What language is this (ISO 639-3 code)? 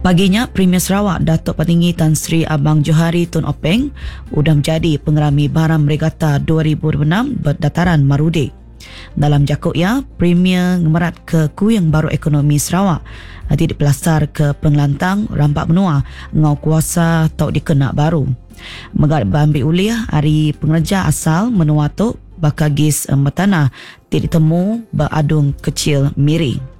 iba